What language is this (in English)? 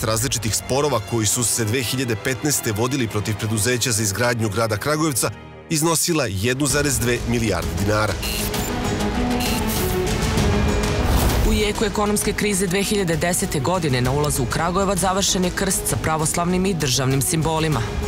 Serbian